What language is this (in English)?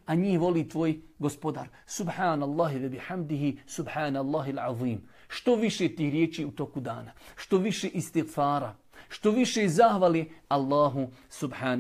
Bosnian